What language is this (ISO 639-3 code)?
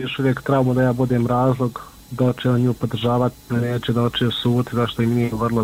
bos